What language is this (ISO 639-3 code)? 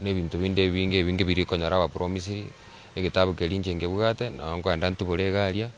guz